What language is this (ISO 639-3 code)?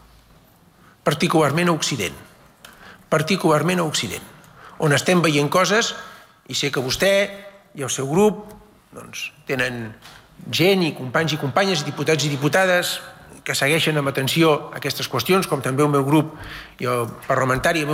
cat